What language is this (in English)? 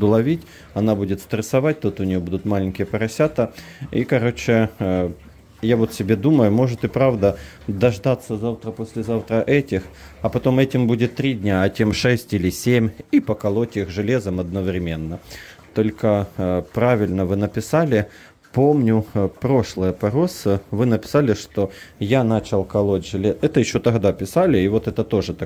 Russian